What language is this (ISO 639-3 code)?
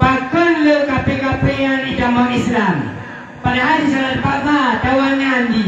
ace